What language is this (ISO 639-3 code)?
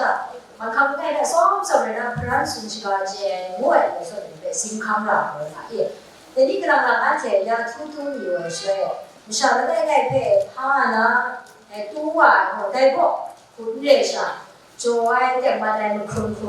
kac